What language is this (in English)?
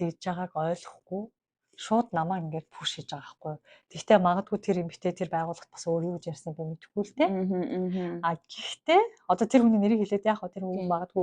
Mongolian